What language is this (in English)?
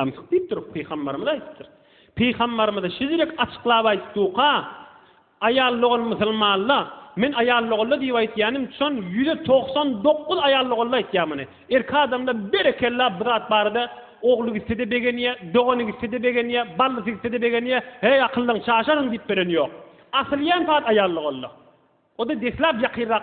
Turkmen